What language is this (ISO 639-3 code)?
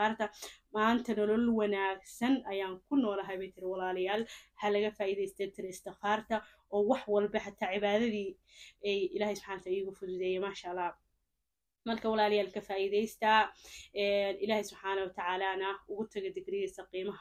som